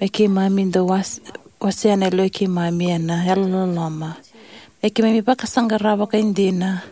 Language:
Fijian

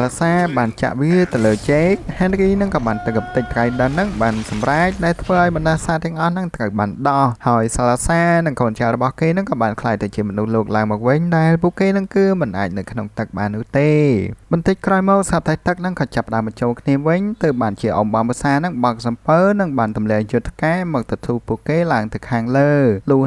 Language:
Khmer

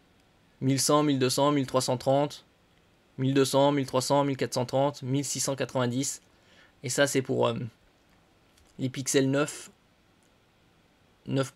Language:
French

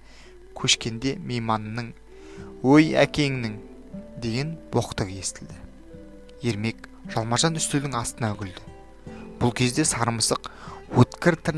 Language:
Kazakh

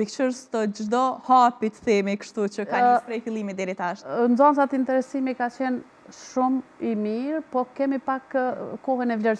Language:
Albanian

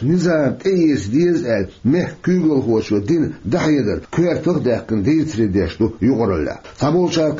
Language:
Chechen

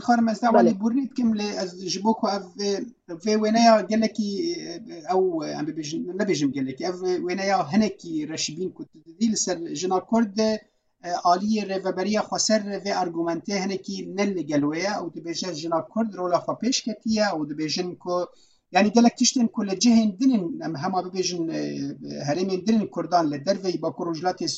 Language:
Kurdish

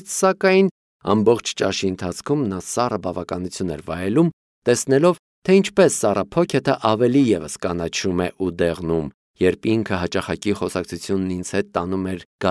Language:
Armenian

